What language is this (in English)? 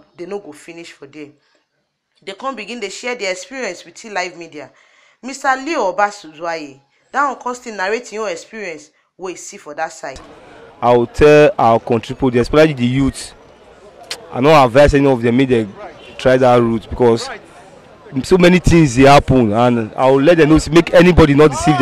Nigerian Pidgin